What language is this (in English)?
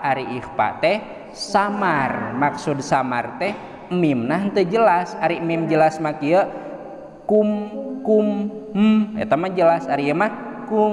Sundanese